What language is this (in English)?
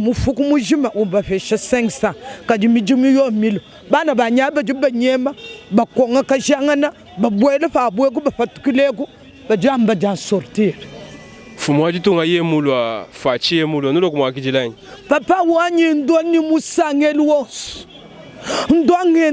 Luba-Lulua